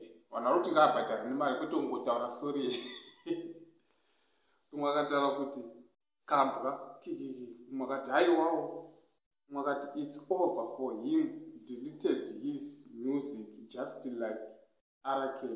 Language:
Shona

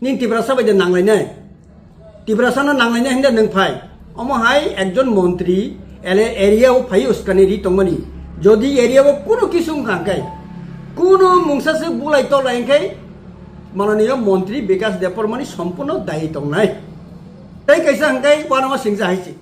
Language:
Kok Borok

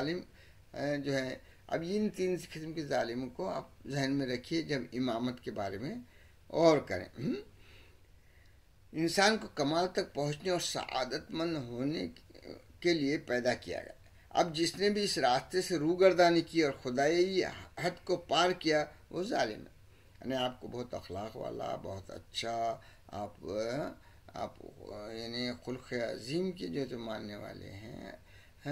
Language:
Urdu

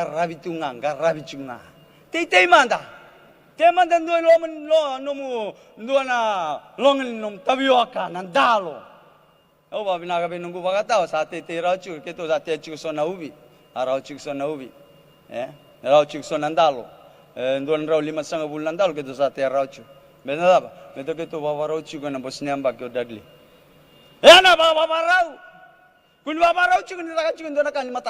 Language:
Fijian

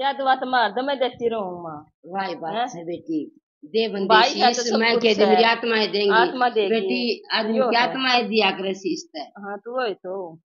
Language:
Haryanvi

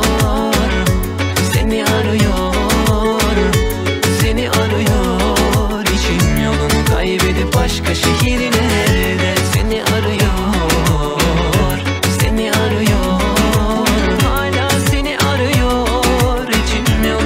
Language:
Turkish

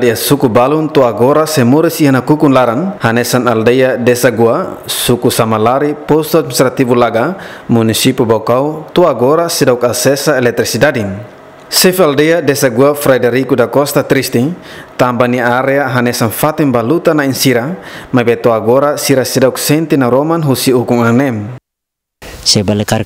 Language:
Tetum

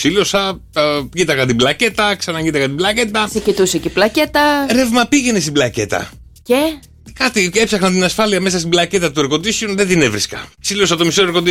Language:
Greek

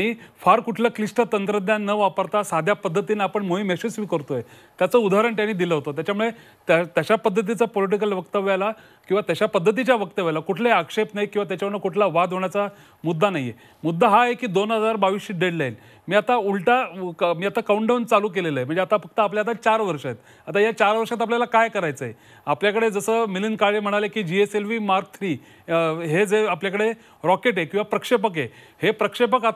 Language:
Marathi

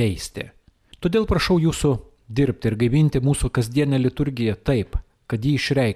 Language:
Lithuanian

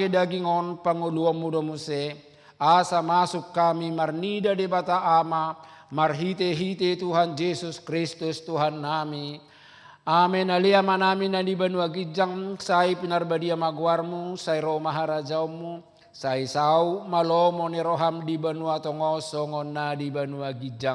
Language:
Batak Toba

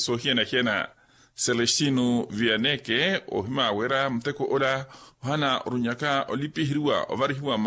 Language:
Makhuwa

